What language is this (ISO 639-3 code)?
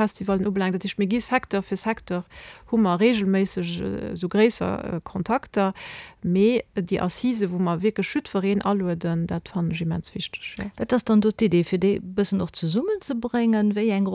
ltz